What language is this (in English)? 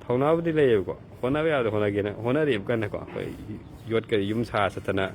Manipuri